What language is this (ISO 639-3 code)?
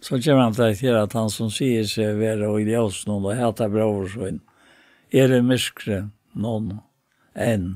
fao